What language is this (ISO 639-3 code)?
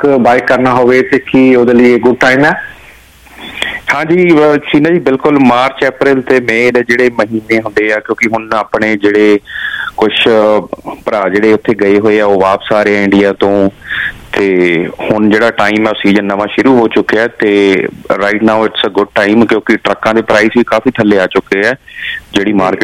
pan